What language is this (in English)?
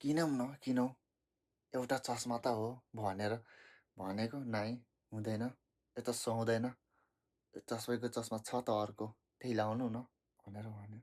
Nepali